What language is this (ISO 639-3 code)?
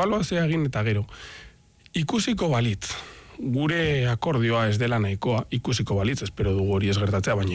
eus